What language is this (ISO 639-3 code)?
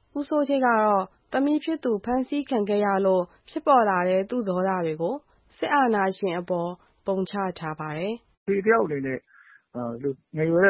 mya